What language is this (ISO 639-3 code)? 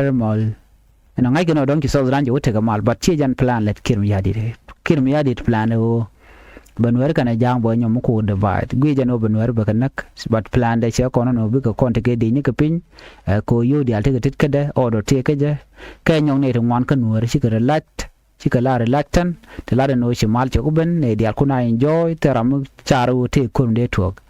nus